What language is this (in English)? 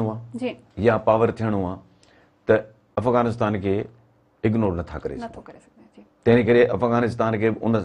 Sindhi